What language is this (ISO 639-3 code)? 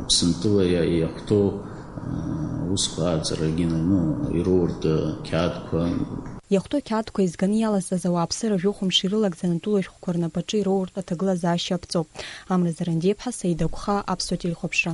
abk